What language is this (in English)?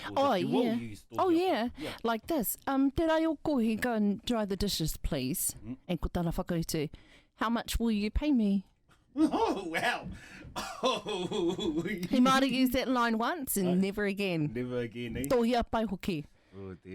Māori